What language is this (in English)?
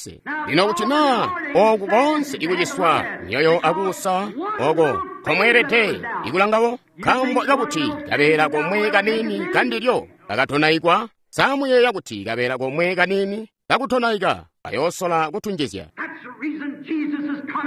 Tonga (Zambia)